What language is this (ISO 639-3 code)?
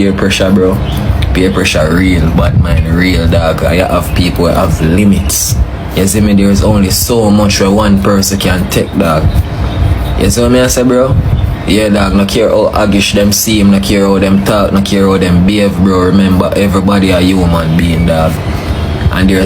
jam